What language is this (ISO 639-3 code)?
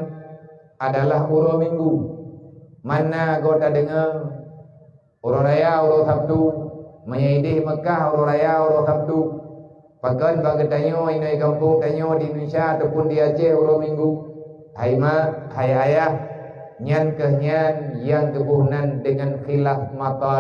ace